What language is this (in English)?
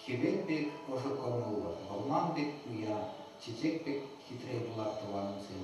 Chuvash